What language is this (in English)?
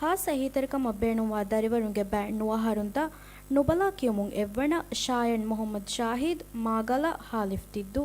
Divehi